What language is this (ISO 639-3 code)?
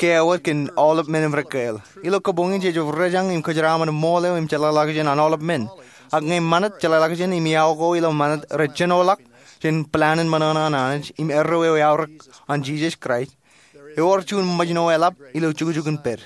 mah